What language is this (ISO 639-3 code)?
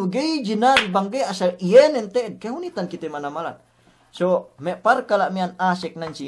yka